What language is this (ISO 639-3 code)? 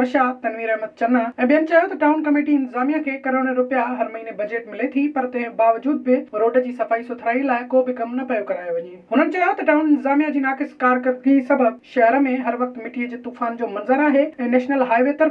snd